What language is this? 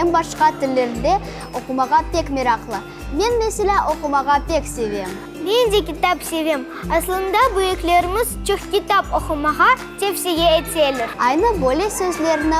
Crimean Tatar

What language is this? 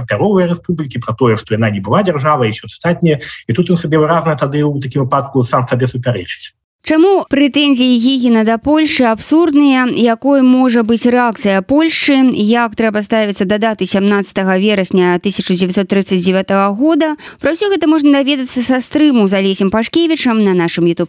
Belarusian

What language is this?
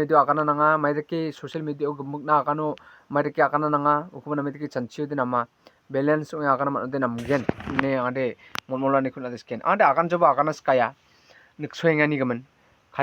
Garo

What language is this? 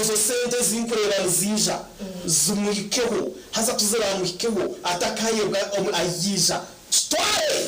Nyankole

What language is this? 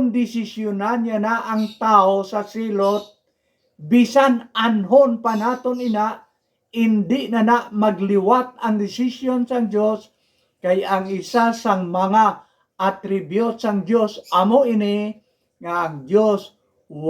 Hiligaynon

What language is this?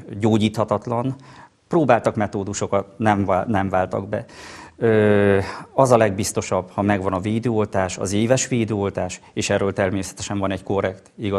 Hungarian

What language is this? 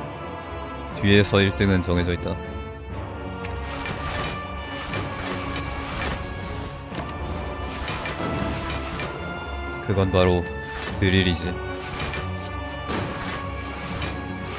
Korean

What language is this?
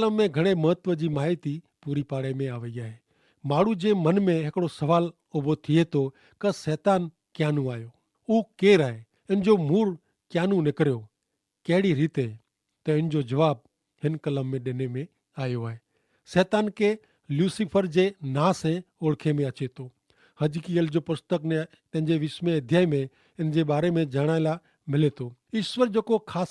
Kachhi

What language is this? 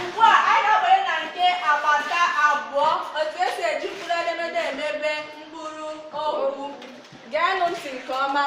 Igbo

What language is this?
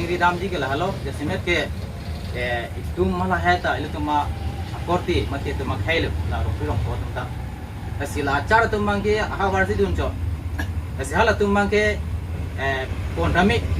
Karbi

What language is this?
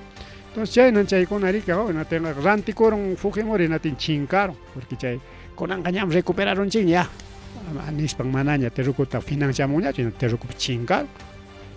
Ayacucho Quechua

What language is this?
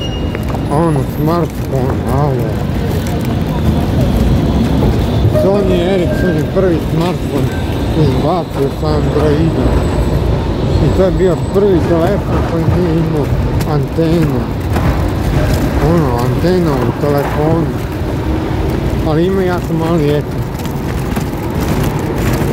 Croatian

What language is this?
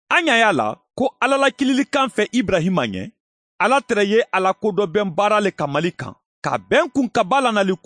Mandingo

